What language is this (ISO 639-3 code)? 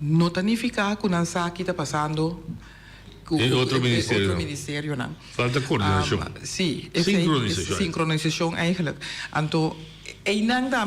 pap